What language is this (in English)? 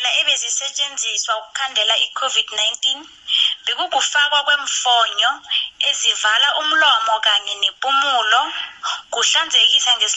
South Ndebele